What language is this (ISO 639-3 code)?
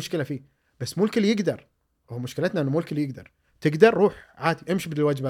afb